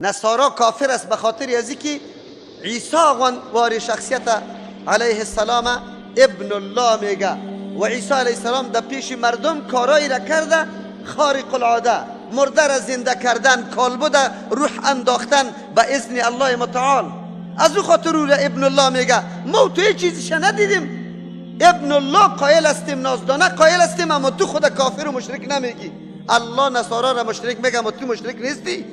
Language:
Persian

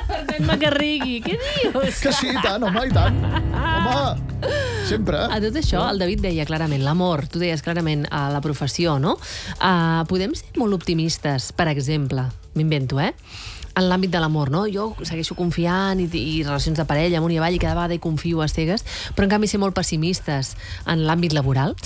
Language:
Catalan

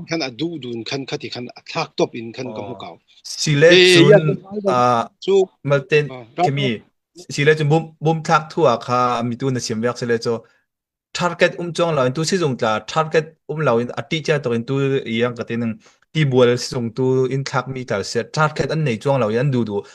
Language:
Falam Chin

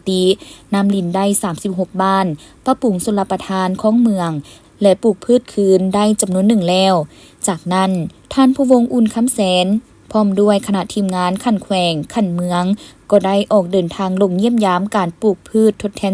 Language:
Lao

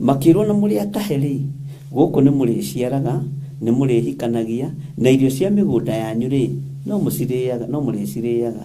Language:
Kikuyu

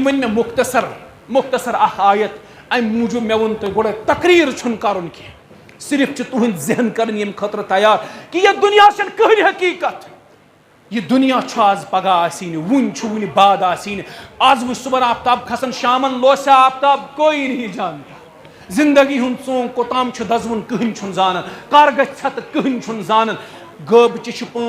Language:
Kashmiri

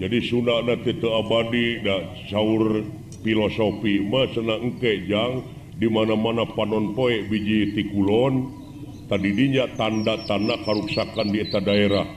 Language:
Sundanese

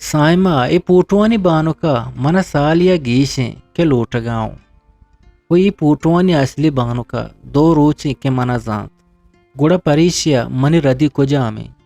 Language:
Eastern Balochi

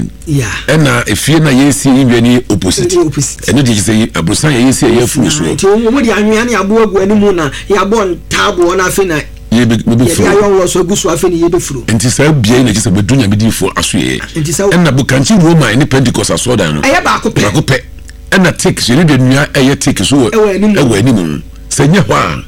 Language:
Akan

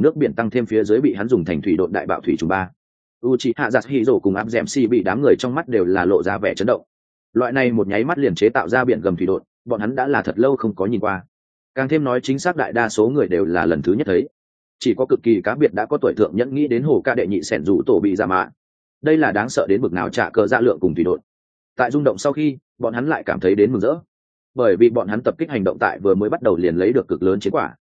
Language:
Vietnamese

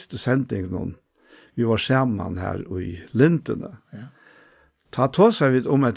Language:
Faroese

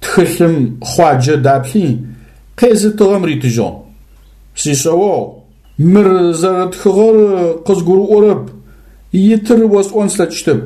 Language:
Adyghe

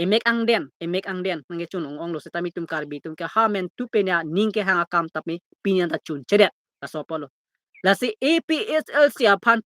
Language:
Karbi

